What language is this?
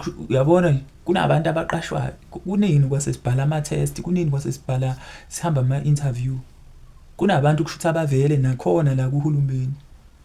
Zulu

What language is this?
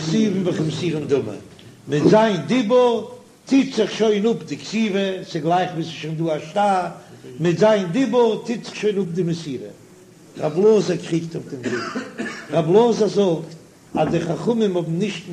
Yiddish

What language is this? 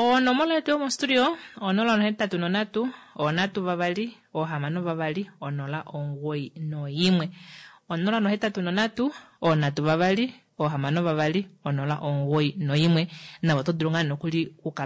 Kuanyama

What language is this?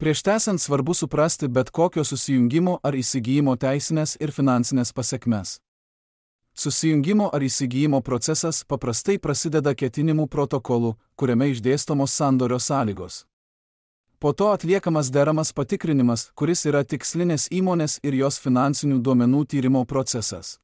Lithuanian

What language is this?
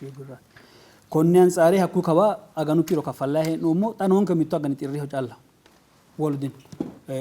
Sidamo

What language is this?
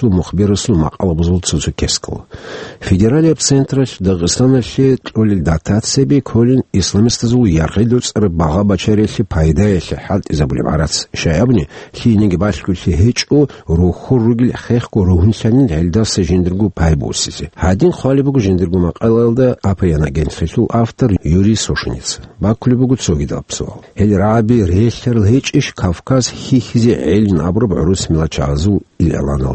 Avaric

